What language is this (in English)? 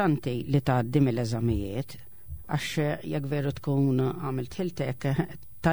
Maltese